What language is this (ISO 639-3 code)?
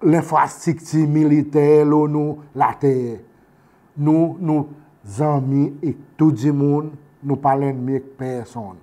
crs